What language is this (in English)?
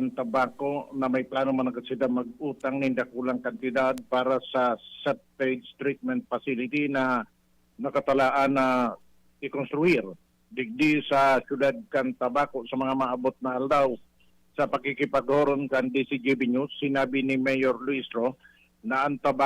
Bikol